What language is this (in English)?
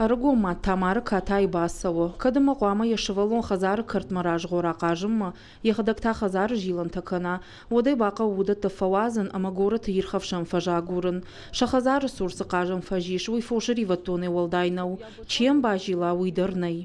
Ossetic